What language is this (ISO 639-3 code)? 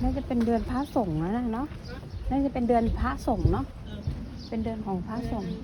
lao